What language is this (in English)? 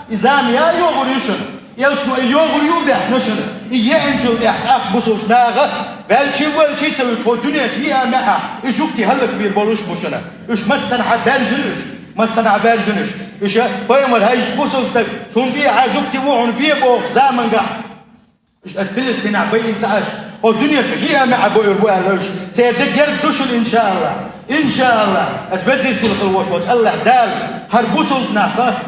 Chechen